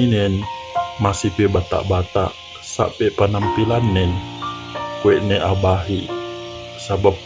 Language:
Yakan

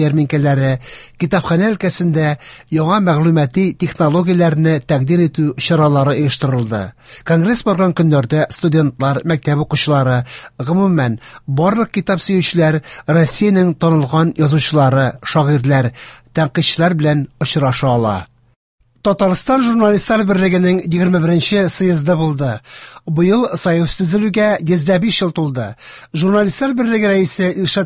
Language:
Tatar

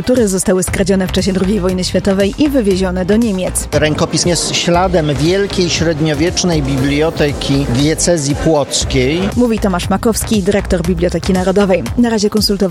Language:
Polish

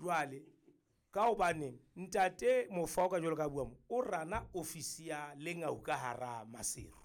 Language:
Southern Sotho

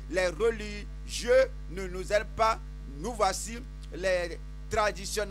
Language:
French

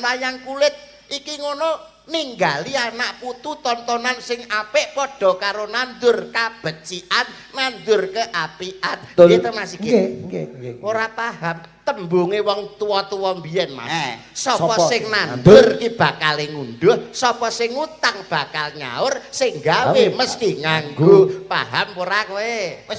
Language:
Javanese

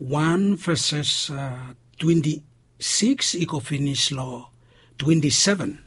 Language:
Bislama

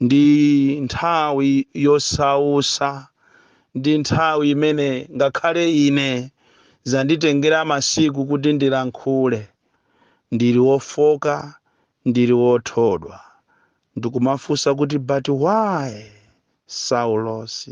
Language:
Nyanja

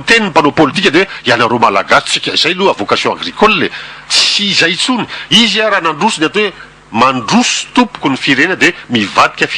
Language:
Malagasy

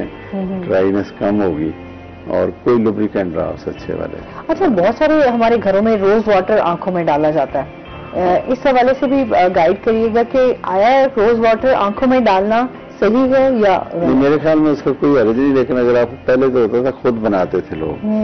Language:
Urdu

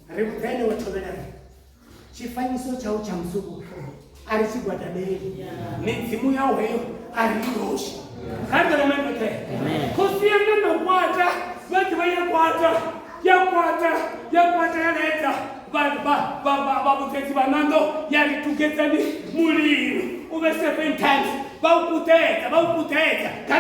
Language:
Venda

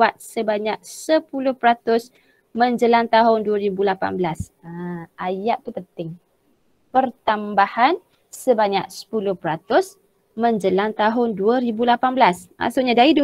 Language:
Malay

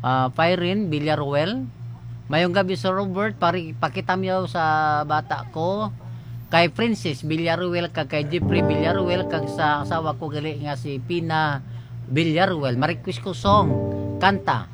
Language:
Hiligaynon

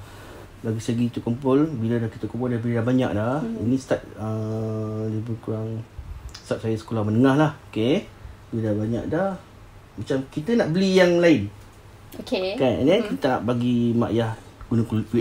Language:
Malay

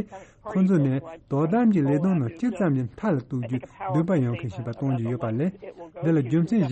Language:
Tibetan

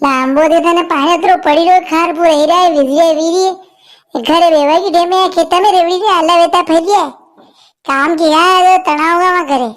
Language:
Rajasthani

